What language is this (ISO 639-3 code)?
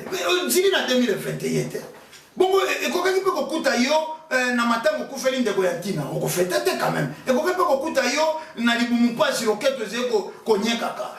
lin